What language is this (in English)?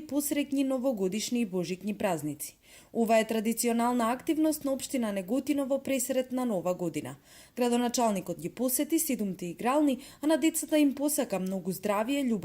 Macedonian